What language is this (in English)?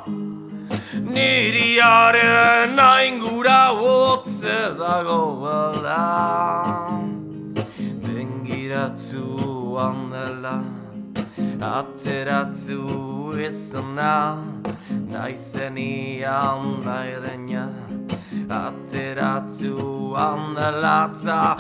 Basque